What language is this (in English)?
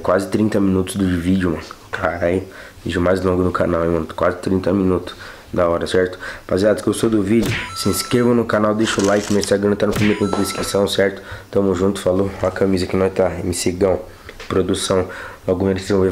Portuguese